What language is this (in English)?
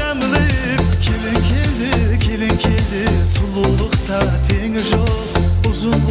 Kara-Kalpak